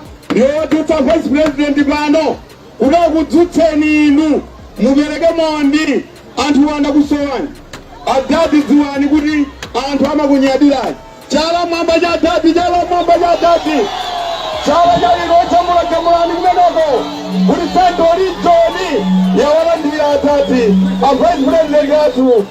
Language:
Nyanja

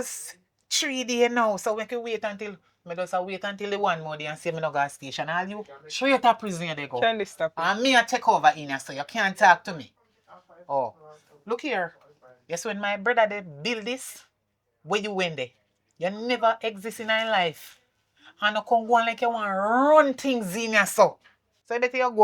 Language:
Jamaican Creole English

